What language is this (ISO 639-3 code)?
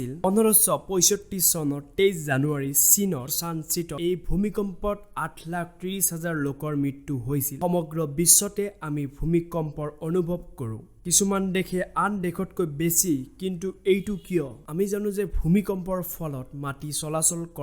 asm